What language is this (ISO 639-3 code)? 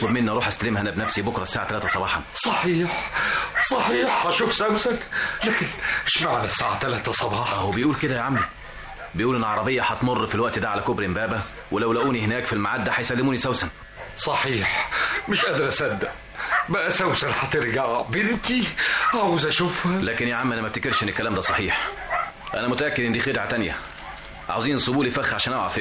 arz